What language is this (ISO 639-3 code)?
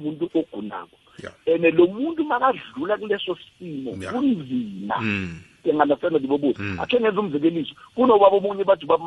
nbl